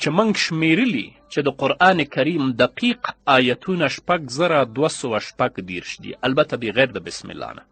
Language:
Pashto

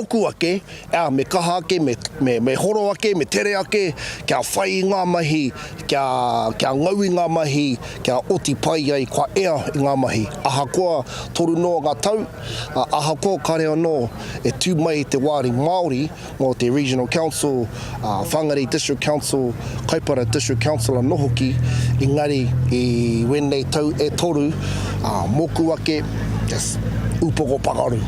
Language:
Māori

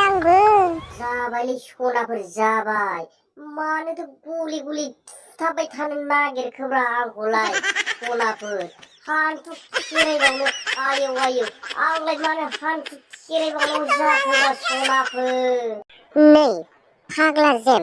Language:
Bodo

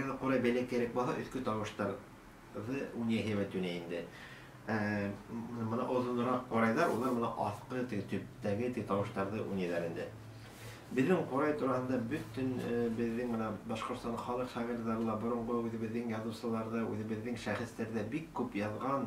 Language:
Bashkir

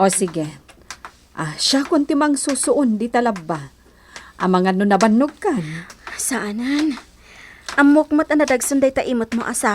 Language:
Iloko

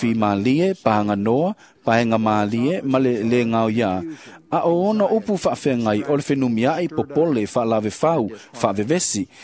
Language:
Samoan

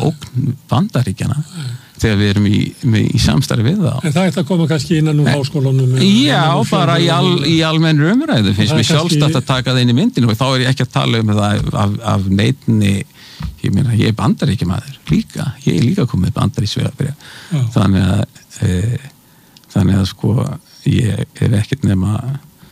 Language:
Icelandic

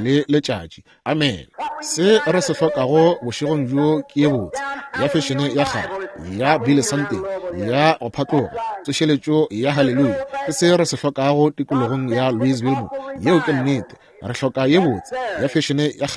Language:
Northern Sotho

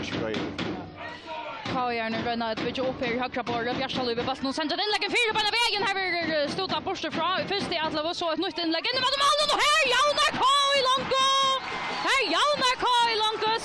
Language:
Faroese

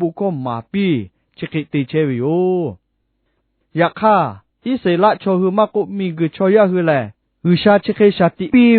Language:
Lahu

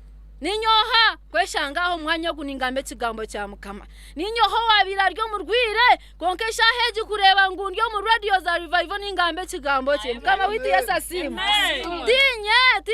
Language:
Nyankole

